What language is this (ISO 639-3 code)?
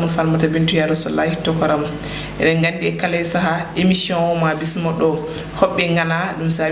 ful